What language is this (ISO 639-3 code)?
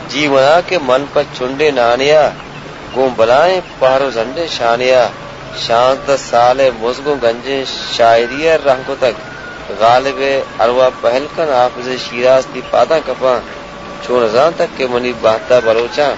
bal